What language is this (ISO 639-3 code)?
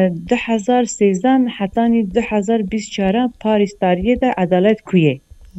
kur